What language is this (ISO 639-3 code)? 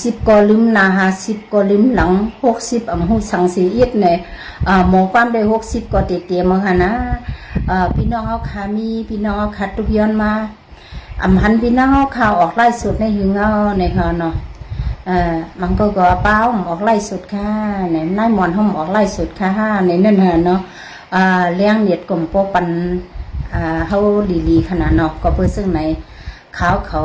shn